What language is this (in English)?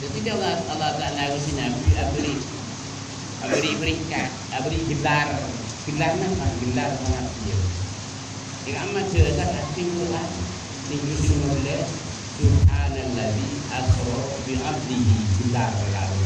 Madurese